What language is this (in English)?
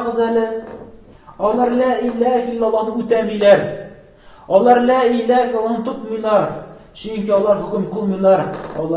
Tatar